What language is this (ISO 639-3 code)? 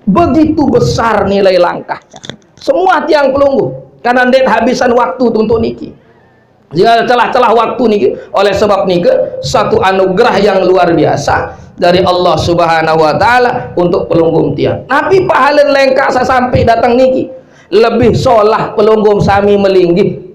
sas